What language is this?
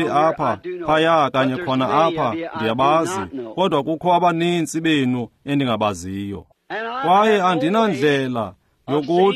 Xhosa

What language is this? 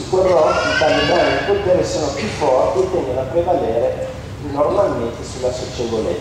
Italian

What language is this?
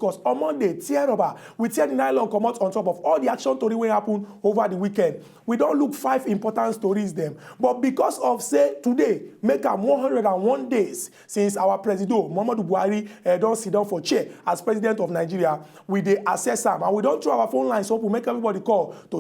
Nigerian Pidgin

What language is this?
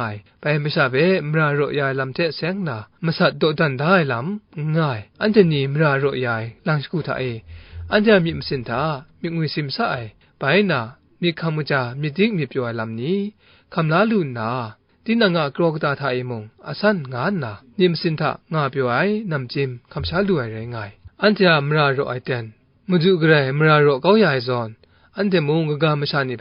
Kachin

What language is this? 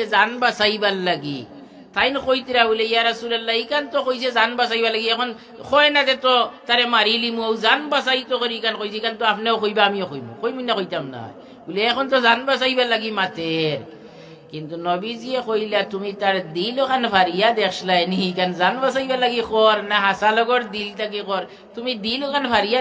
Sylheti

